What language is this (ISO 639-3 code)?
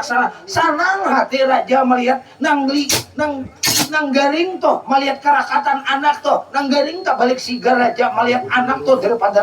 bjn